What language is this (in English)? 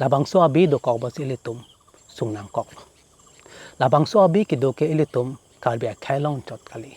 Karbi